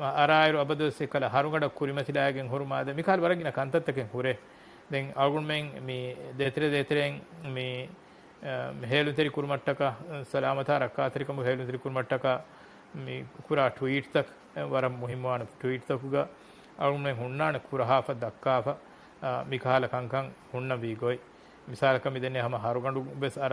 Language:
Divehi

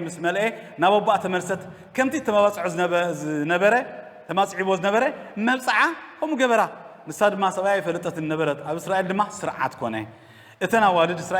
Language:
Tigrinya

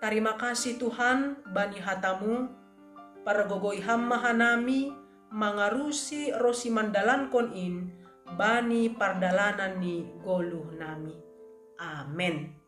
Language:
Batak Simalungun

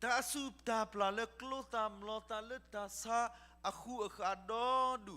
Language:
S'gaw Karen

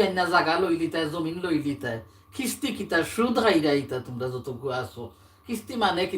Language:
Sylheti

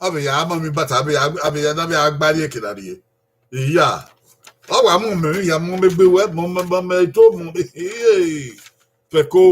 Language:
Bini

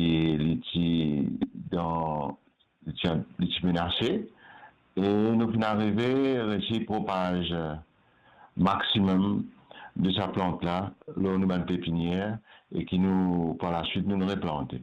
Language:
Morisyen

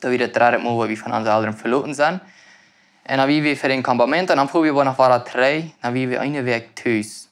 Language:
Plautdietsch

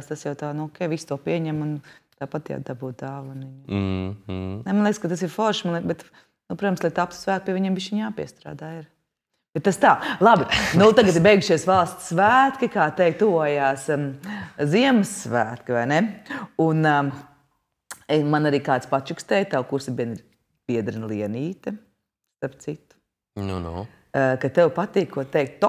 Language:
Latvian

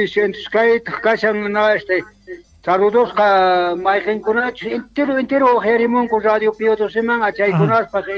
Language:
South Bolivian Quechua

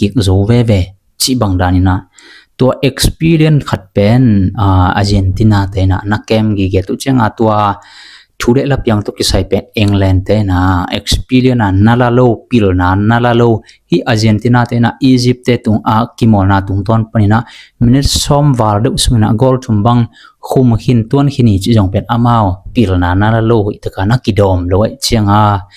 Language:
Tedim Chin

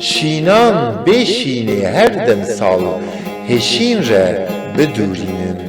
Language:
Kurdish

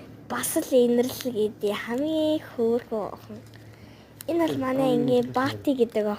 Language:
Mongolian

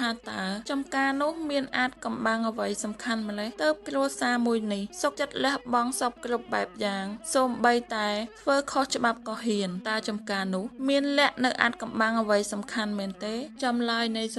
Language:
Khmer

